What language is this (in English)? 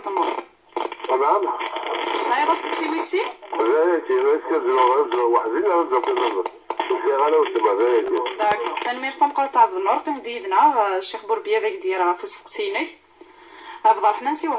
Kabyle